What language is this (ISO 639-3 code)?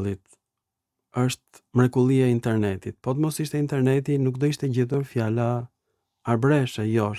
sqi